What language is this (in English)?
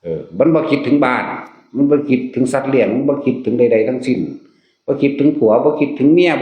Northeastern Thai